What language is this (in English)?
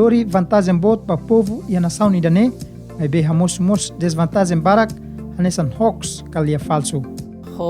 Tetum